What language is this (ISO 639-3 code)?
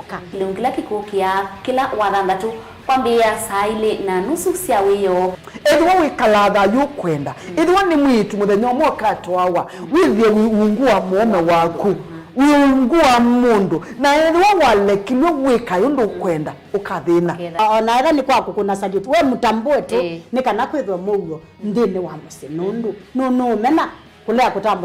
kam